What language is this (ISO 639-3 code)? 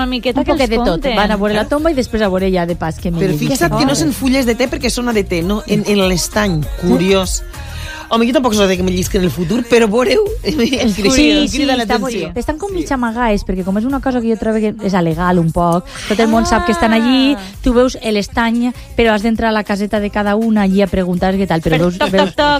cat